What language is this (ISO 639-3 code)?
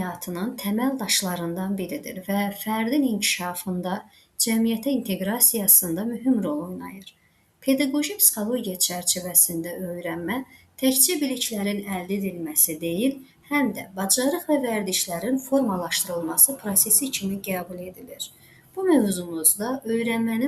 aze